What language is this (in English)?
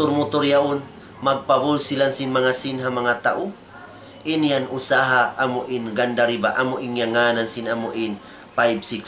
Tausug